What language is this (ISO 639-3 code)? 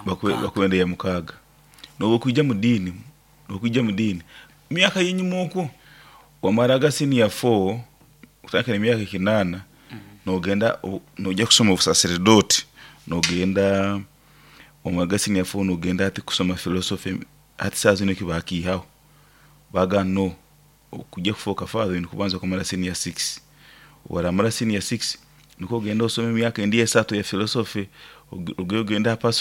nyo